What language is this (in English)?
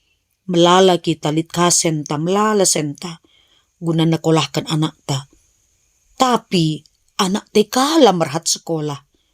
Batak Karo